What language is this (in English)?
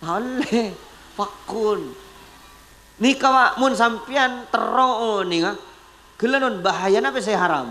Madurese